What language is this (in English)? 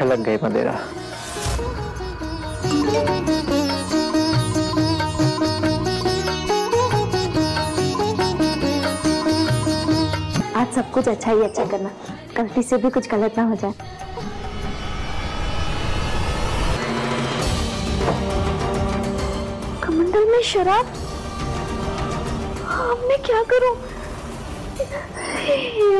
Hindi